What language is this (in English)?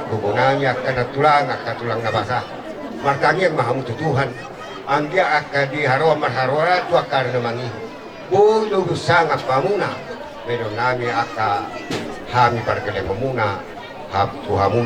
Batak Toba